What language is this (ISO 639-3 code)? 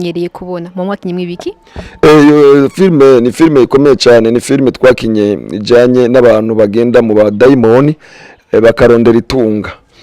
run